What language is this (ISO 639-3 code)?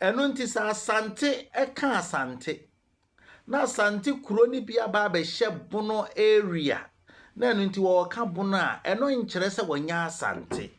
aka